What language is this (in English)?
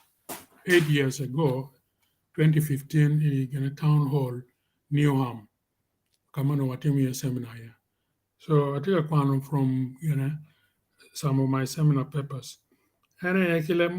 Acoli